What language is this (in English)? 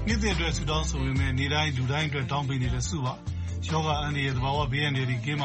Burmese